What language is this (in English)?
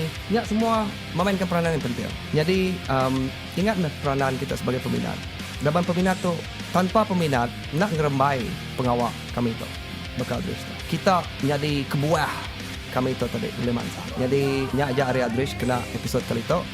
Iban